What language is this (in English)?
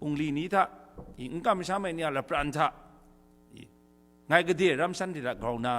Kachin